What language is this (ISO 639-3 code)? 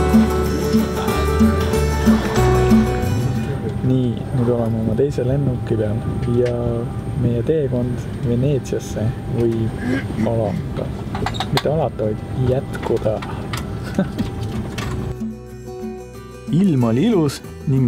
est